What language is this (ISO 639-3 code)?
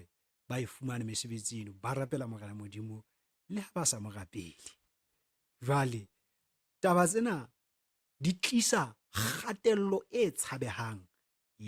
sot